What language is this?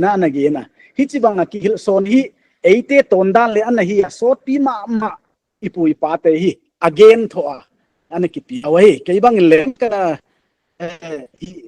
Paite Chin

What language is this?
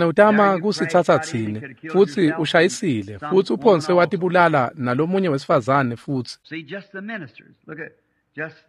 Swati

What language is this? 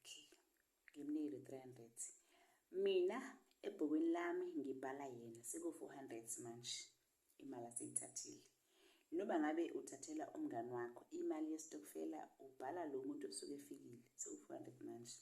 Zulu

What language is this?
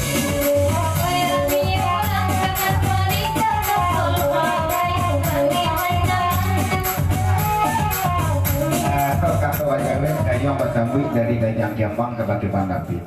Minangkabau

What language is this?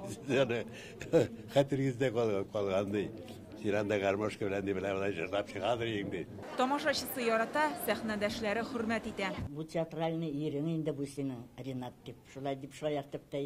Tatar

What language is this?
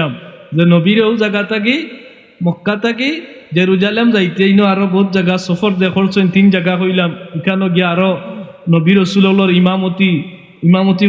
Sylheti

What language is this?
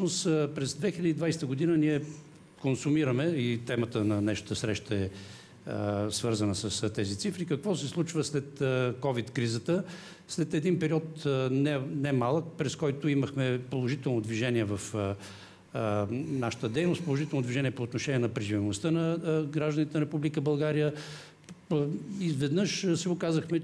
Bulgarian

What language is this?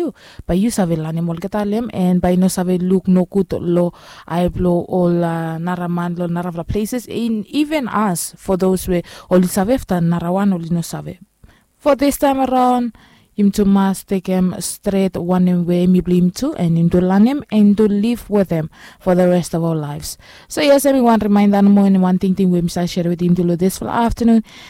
Bislama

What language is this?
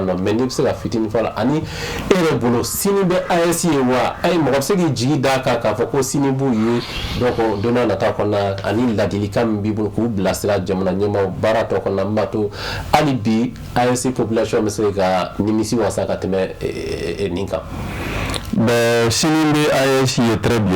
Bambara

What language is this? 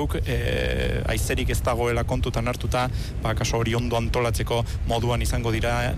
Basque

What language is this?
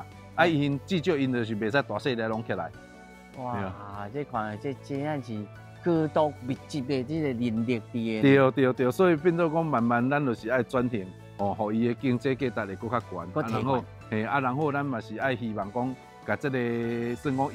Min Nan Chinese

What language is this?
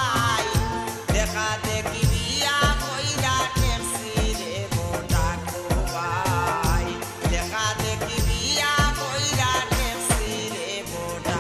Sylheti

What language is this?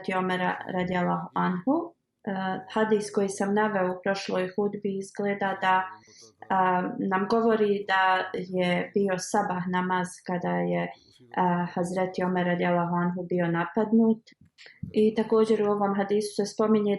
Bosnian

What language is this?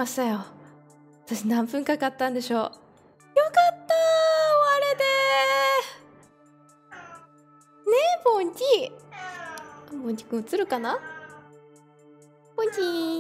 Japanese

